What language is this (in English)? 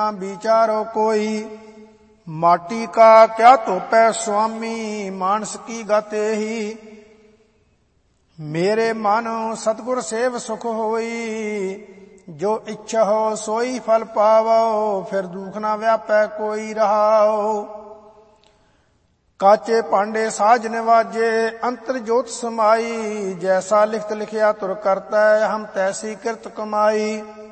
Punjabi